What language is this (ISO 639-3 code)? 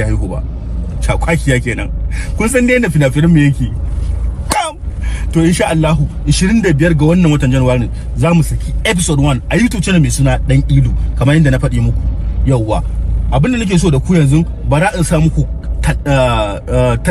hau